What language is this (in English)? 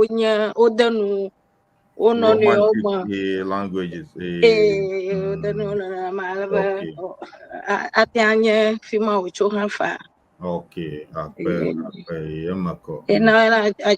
Ewe